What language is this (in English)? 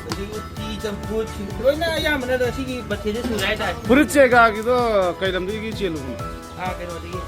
Manipuri